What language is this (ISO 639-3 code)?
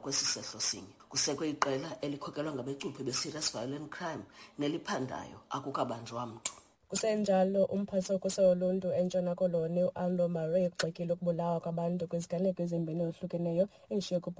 xho